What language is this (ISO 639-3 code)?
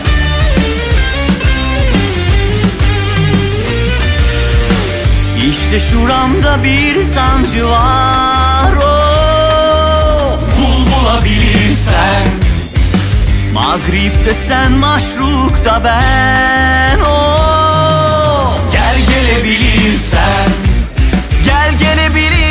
tur